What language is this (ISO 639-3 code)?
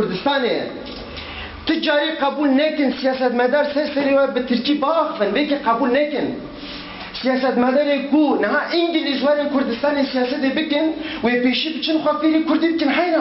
kur